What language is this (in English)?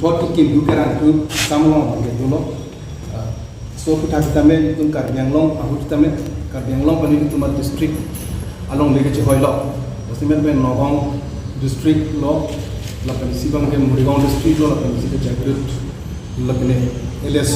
Karbi